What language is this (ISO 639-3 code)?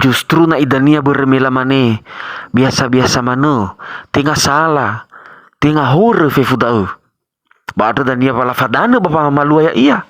nia